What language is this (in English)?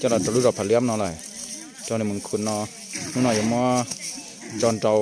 Hmong